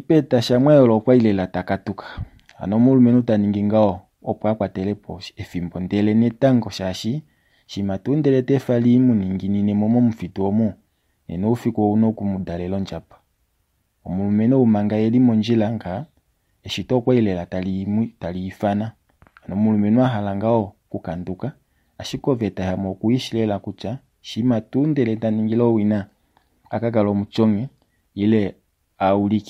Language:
Kuanyama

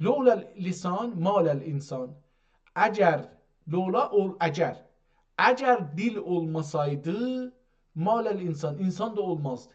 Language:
South Azerbaijani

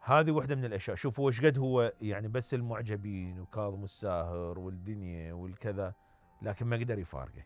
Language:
Mesopotamian Arabic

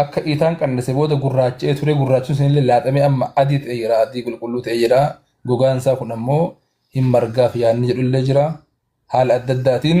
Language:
Oromo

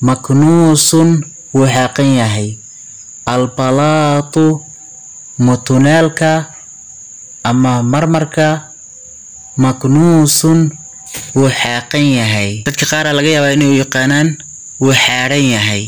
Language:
Somali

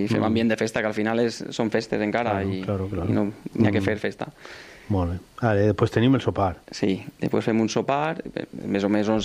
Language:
Catalan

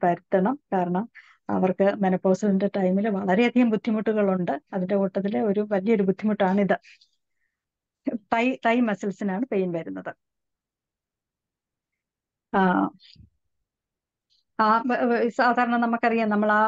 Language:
Malayalam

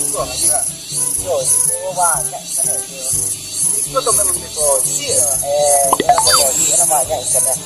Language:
Minangkabau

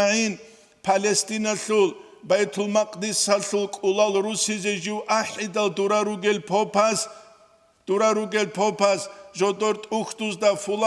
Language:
Avaric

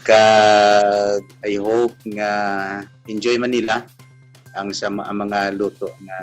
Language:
Hiligaynon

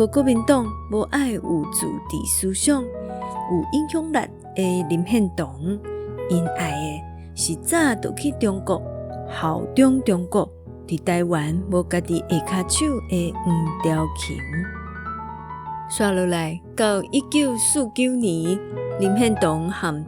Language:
Min Nan Chinese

